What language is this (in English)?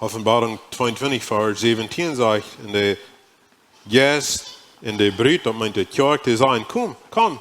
Plautdietsch